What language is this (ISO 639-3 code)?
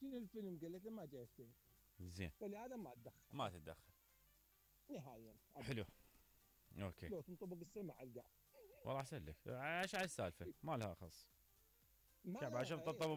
acm